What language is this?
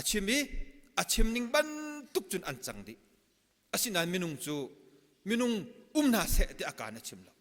Hakha Chin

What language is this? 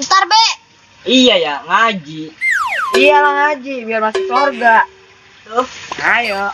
Betawi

